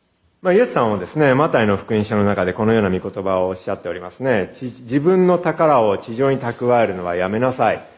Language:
Japanese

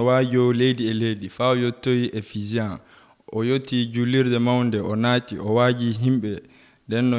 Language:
Nigerian Fulfulde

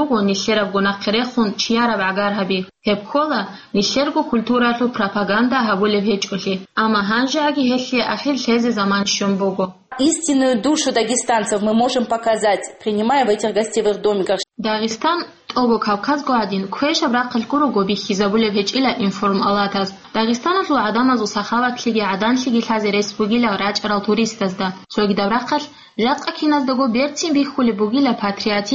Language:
Avaric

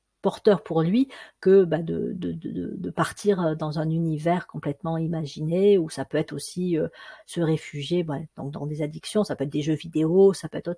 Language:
French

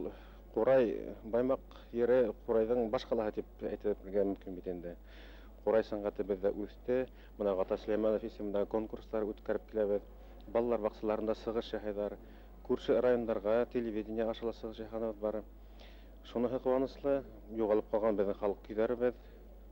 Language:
Bashkir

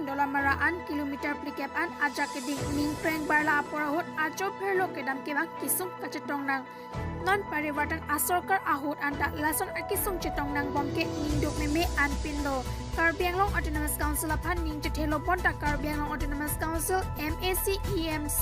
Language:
Karbi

